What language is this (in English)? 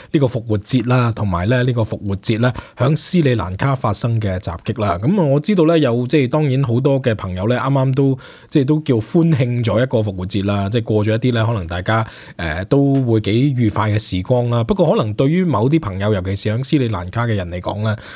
Cantonese